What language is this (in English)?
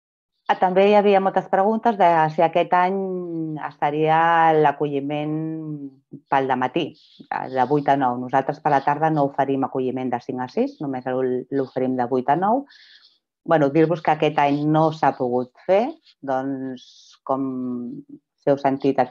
Catalan